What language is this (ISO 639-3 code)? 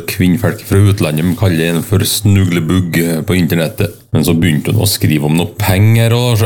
nor